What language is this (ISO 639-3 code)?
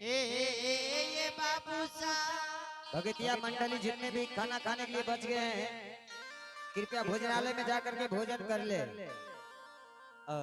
anp